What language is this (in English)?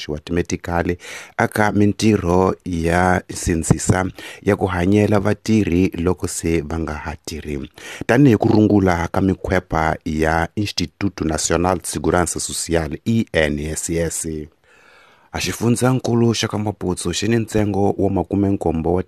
Tsonga